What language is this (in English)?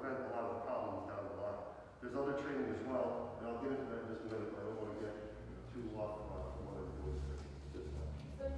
English